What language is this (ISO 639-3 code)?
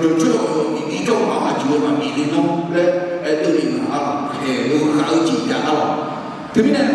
ahk